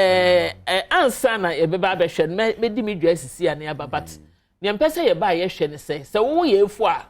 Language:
Akan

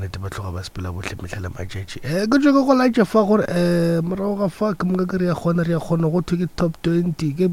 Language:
Northern Sotho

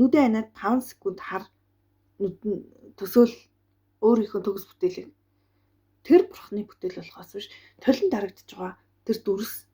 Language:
Mongolian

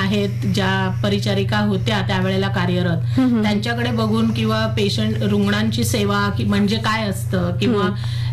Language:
Marathi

